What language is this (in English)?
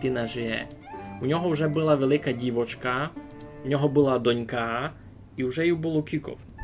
Rusyn